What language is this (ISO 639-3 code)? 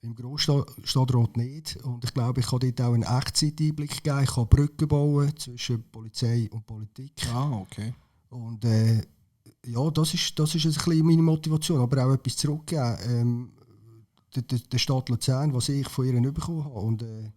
gsw